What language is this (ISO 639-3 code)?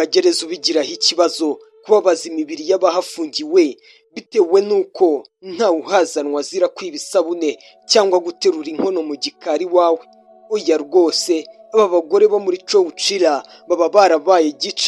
kin